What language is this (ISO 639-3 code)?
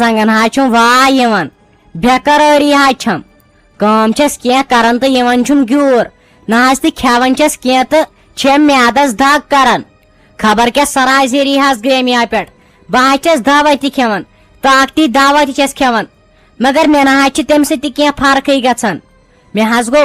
kas